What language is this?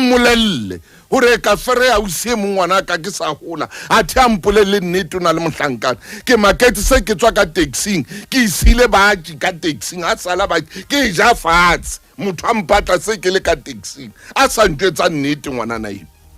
Southern Sotho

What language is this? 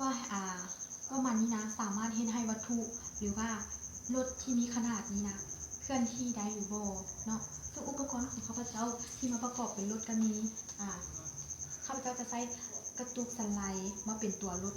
Lao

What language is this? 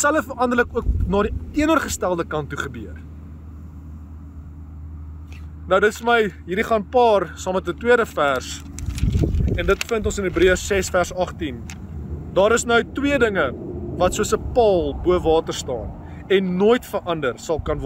Afrikaans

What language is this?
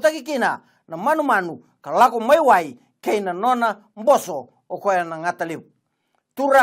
Fijian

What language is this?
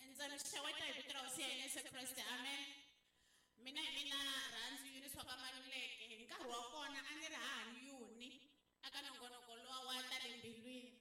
Tsonga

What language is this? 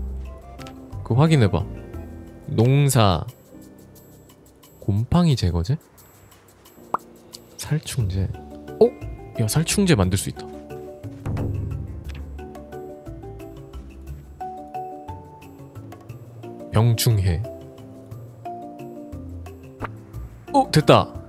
Korean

